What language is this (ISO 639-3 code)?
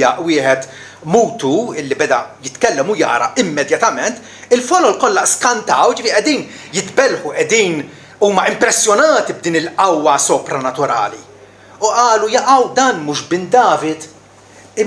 mlt